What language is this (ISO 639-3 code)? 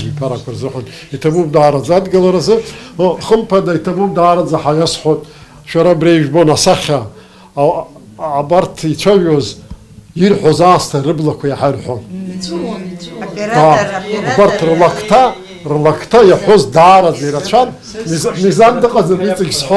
abk